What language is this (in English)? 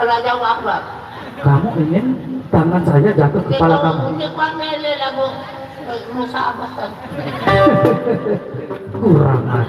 Sasak